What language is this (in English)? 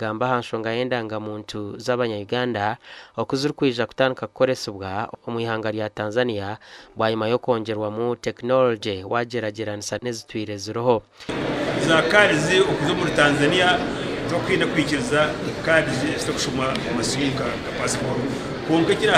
Nyankole